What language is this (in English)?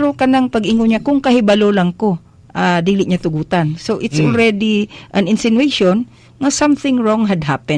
Cebuano